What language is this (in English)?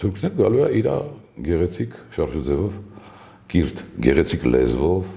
Armenian